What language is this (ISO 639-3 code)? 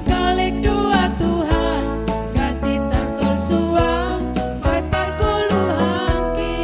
bts